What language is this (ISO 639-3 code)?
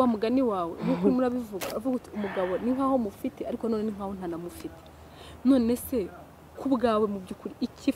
kin